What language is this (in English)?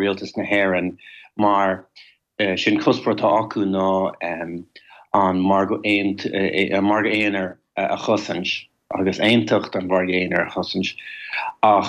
Irish